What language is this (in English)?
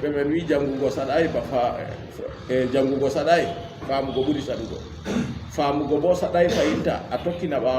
Fula